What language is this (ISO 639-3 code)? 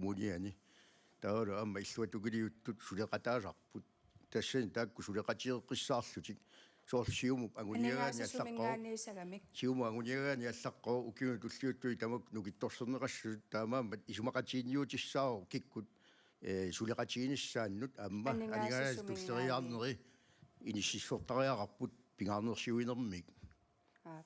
kal